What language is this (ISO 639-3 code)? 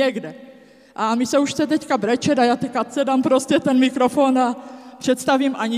ces